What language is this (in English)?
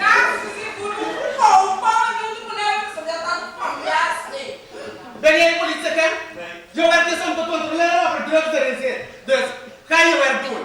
Papiamento